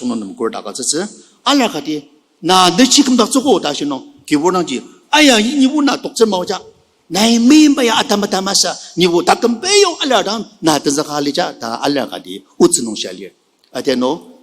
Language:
Ao Naga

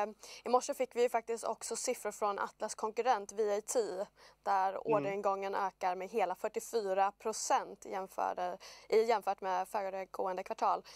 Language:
Swedish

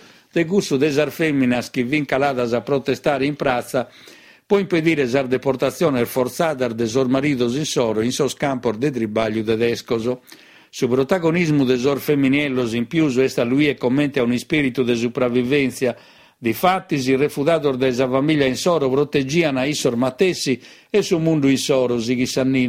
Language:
Sardinian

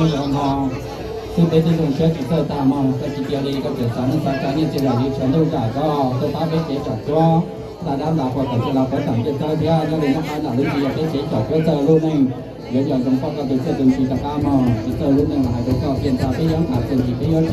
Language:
Hmong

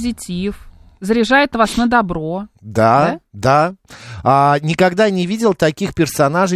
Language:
Russian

